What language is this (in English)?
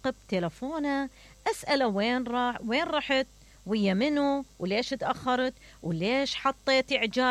Mesopotamian Arabic